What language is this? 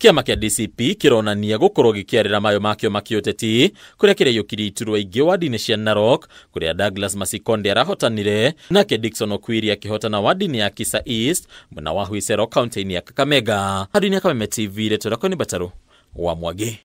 Kikuyu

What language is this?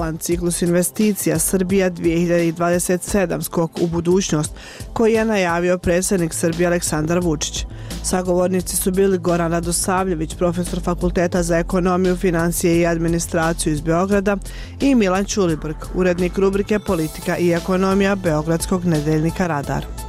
Serbian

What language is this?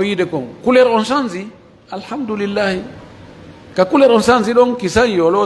Fula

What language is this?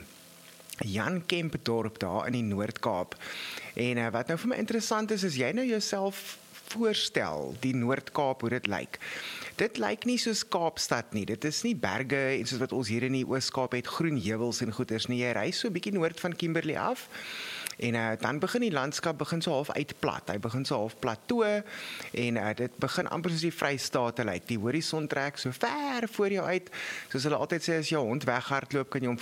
Afrikaans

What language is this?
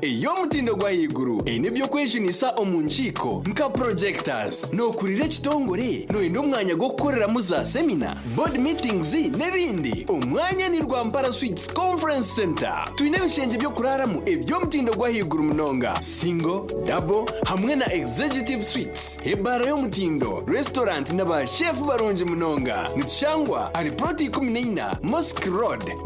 Nyankole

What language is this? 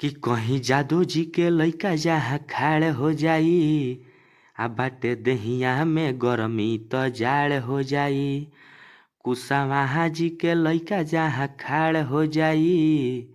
Bhojpuri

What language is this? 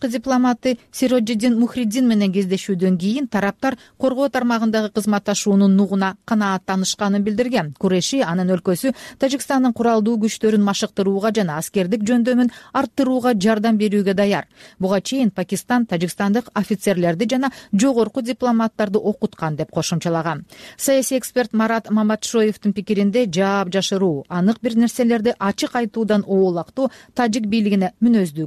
Kyrgyz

